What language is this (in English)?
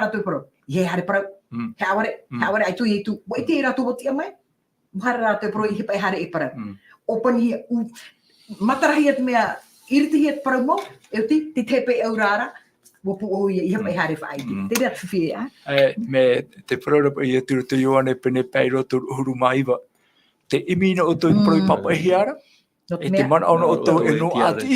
Tahitian